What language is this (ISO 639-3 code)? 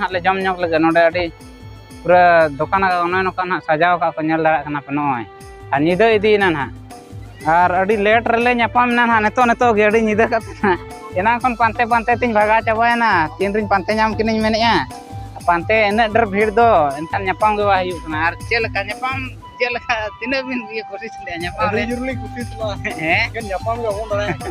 sat